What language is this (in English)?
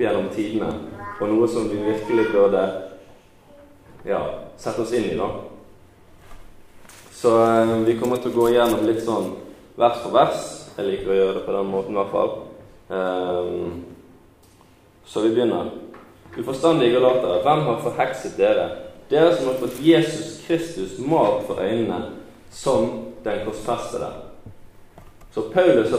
Norwegian